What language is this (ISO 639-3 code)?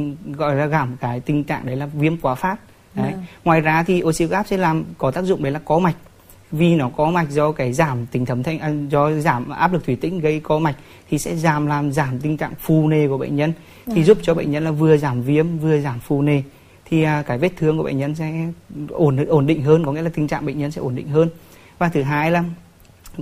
vie